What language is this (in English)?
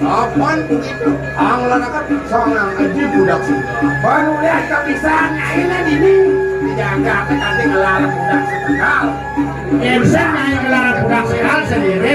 Balinese